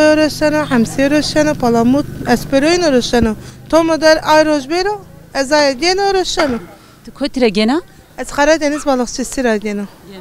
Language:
Zaza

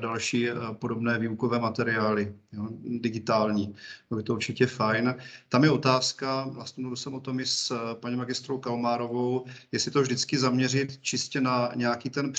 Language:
Czech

